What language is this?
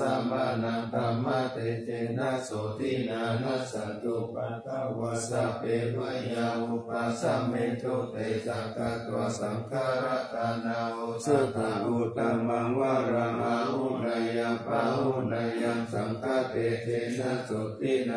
Pali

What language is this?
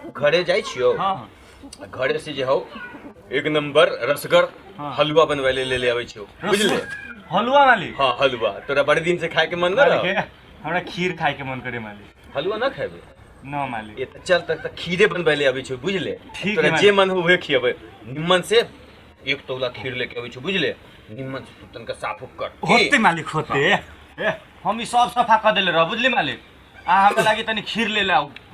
Maithili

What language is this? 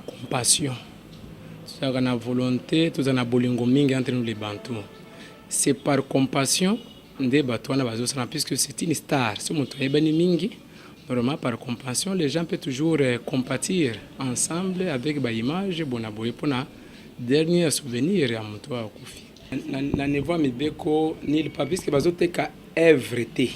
Lingala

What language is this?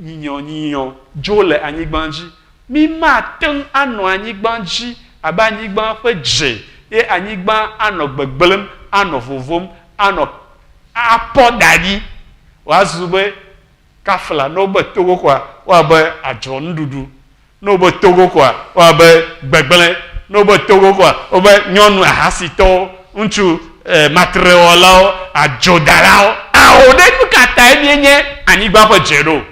Ewe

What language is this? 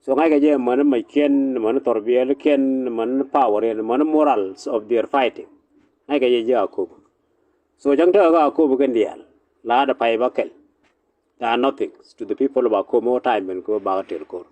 Nuer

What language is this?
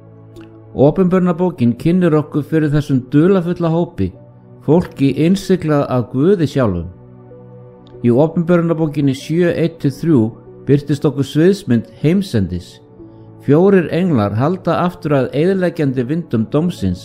Icelandic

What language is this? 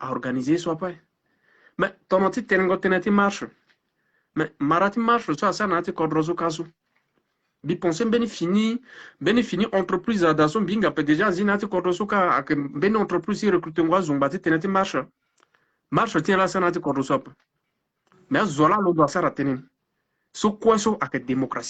Sango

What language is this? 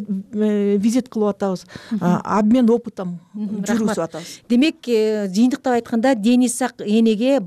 Kyrgyz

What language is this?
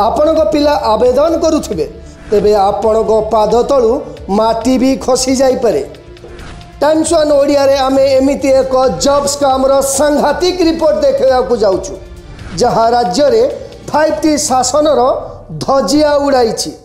Odia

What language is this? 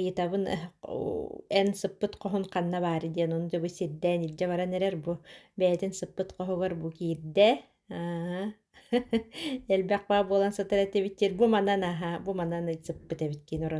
Yakut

